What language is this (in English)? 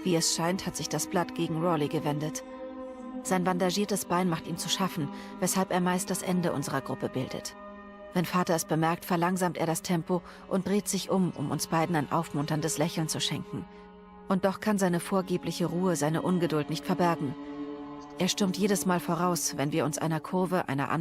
Swiss German